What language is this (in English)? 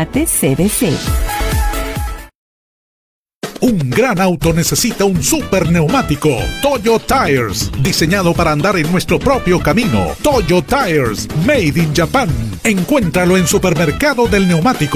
Spanish